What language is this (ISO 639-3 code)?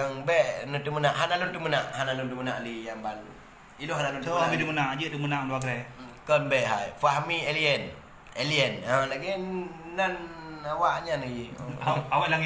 ace